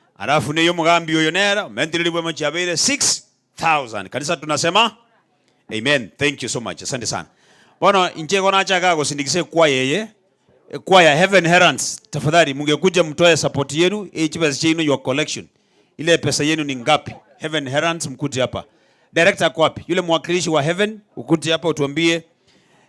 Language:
Gusii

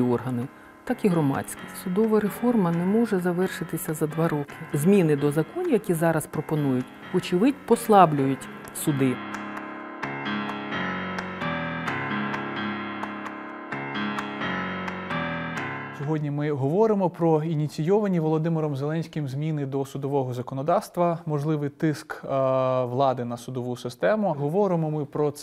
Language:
Ukrainian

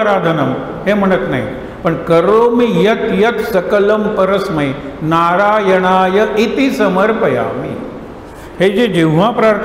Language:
Marathi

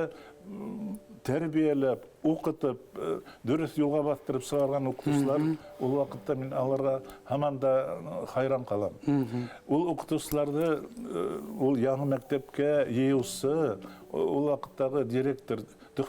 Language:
Bashkir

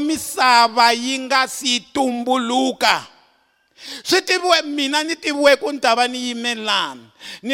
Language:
Tsonga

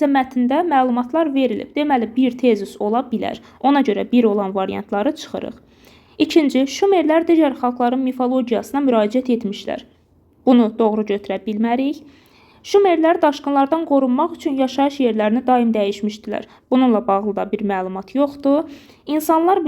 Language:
Azerbaijani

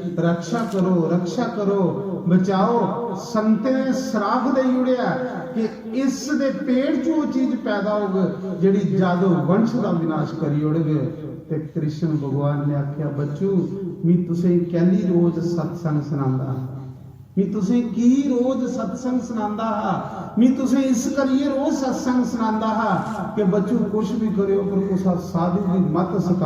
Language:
Dogri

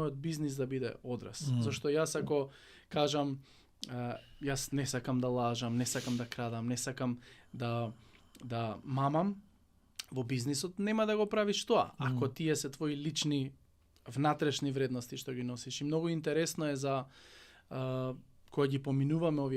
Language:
Macedonian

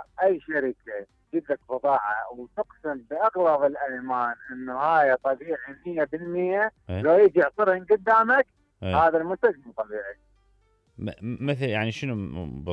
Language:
Mesopotamian Arabic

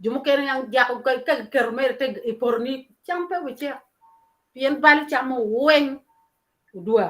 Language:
Acoli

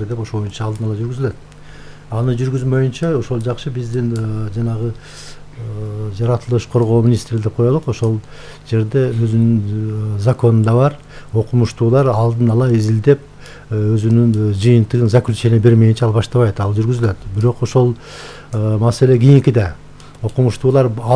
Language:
Kyrgyz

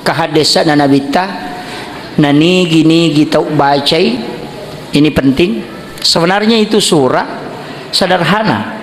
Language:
Buginese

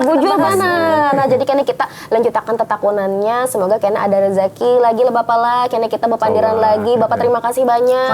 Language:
Banjar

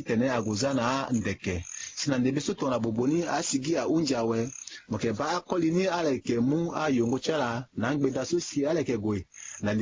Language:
Sango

